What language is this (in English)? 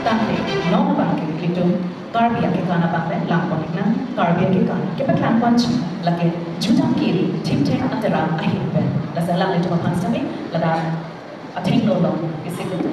Karbi